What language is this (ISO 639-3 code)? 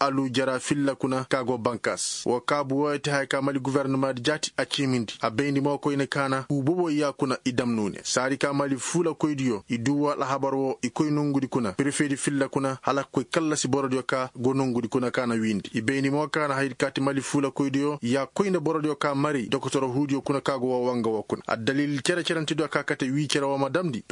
ses